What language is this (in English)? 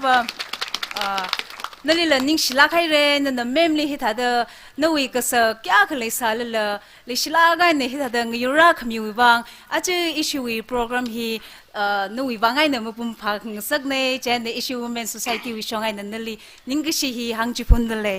Tangkhul Naga (India)